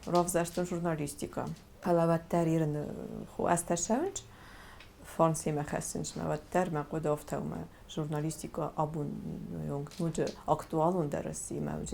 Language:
Ossetic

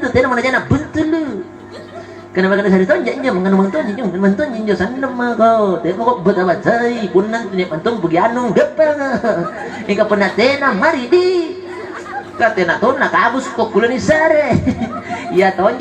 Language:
Makasar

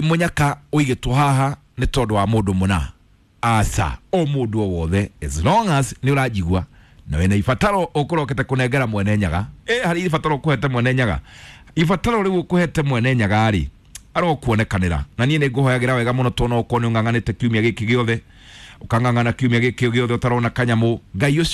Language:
Kikuyu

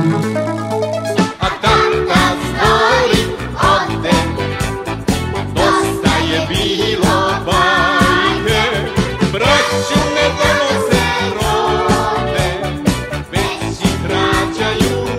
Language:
Serbian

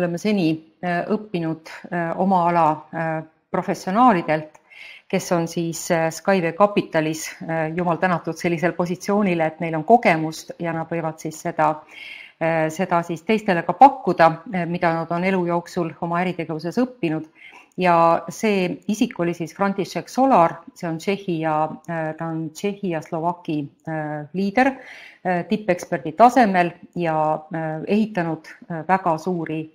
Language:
Estonian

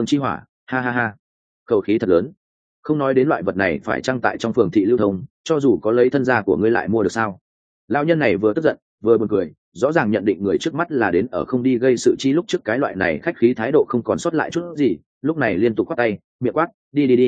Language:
Vietnamese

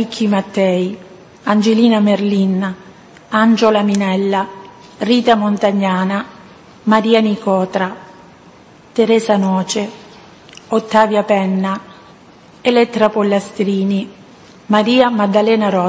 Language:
Italian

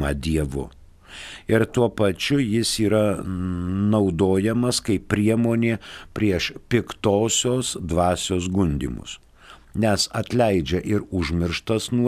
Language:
Lithuanian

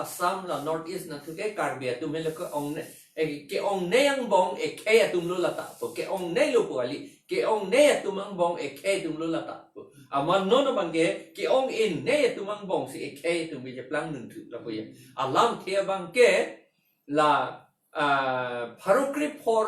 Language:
Karbi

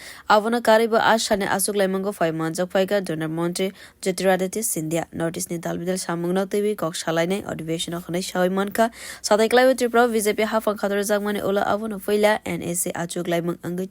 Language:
Kok Borok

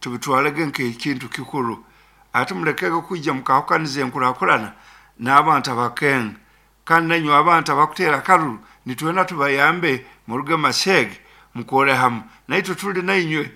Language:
Nyankole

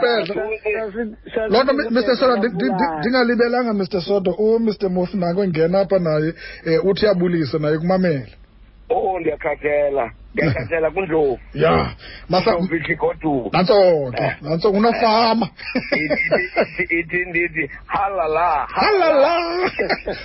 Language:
Xhosa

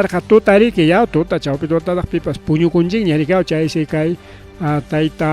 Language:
Ayacucho Quechua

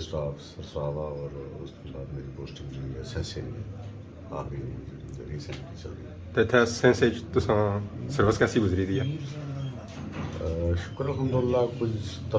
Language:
Pahari-Potwari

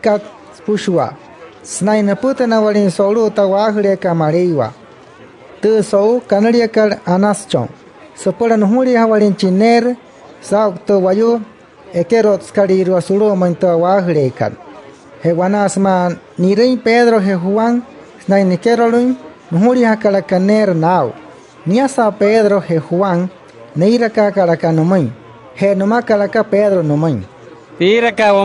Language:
Wayuu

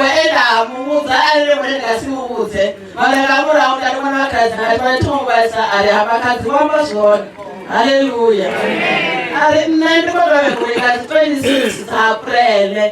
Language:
Venda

